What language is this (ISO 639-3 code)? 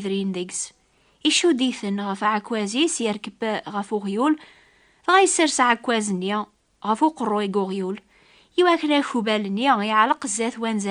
kab